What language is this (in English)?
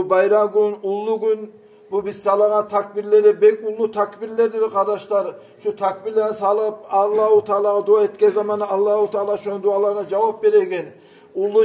Kumyk